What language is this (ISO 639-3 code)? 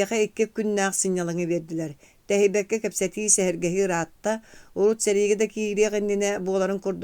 sah